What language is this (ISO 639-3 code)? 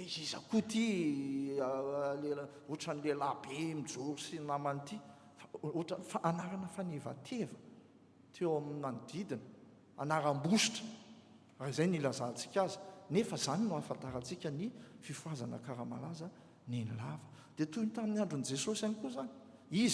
mlg